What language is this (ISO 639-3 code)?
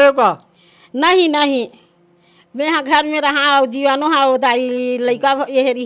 hne